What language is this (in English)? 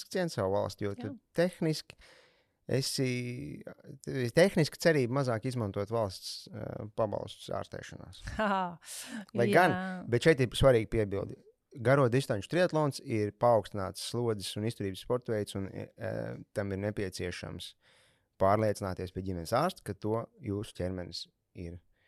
Latvian